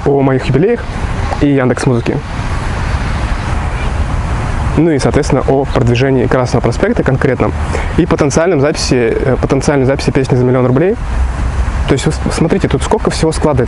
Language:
Russian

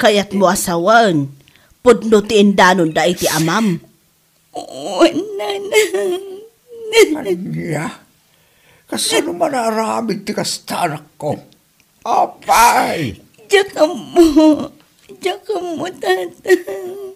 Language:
Iloko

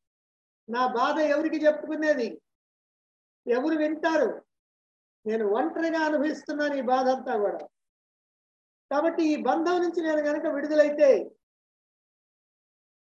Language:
Telugu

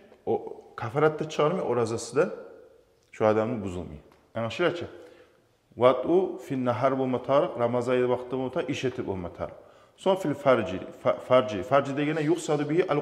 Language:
Kumyk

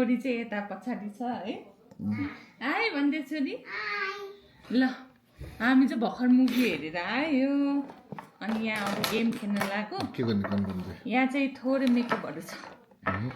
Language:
Nepali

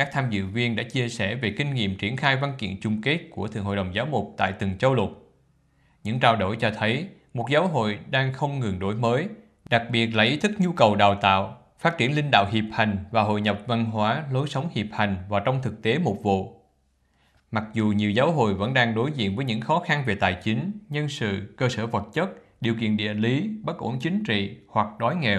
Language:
Vietnamese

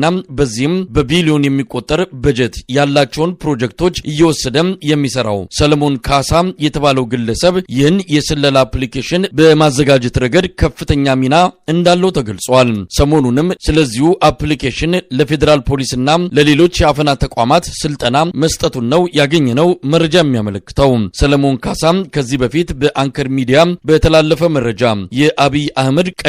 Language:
Amharic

